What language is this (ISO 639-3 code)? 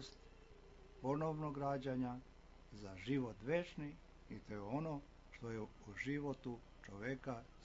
srp